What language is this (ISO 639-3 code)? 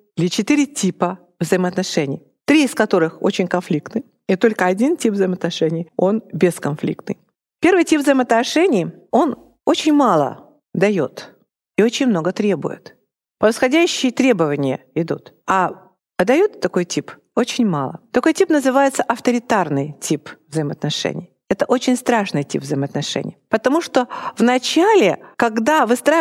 rus